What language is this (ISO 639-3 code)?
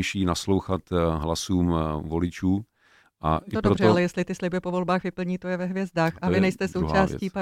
ces